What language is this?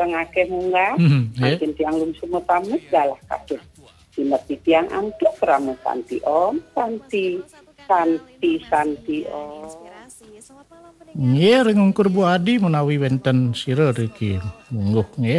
Balinese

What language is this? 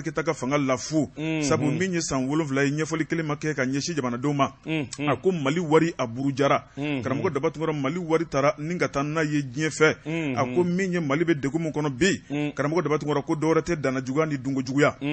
Bambara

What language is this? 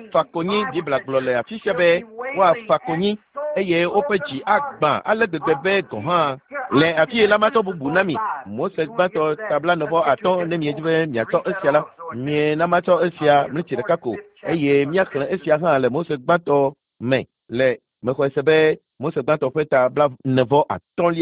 Ewe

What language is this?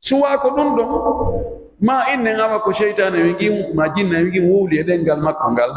Pular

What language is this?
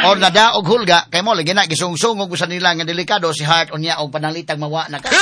Cebuano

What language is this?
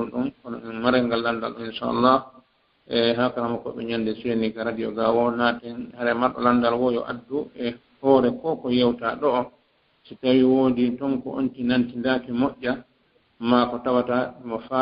Fula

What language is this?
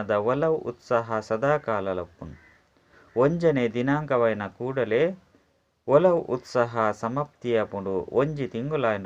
Tulu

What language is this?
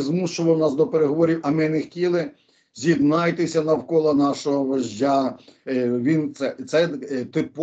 Ukrainian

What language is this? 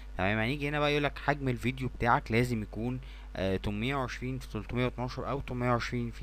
Egyptian Arabic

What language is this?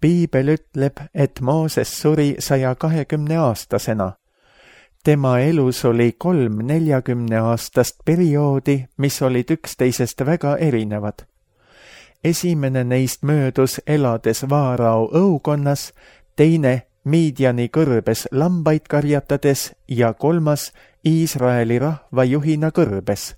Estonian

